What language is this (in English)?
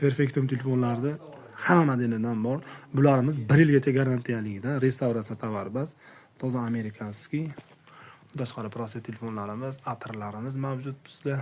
Uzbek